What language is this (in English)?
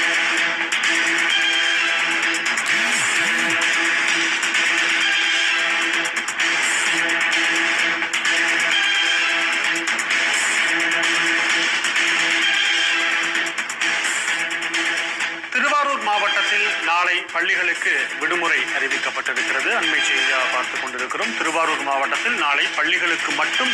Tamil